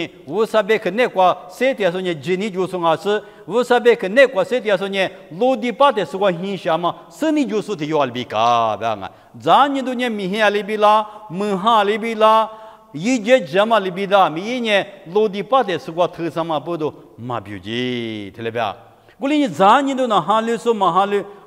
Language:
Lisu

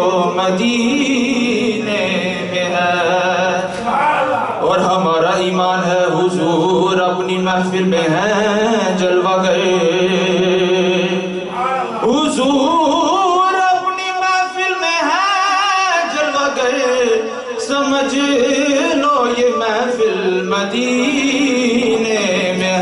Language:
Urdu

